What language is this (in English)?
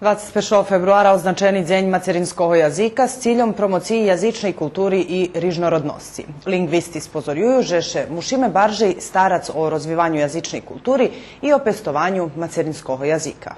Rusyn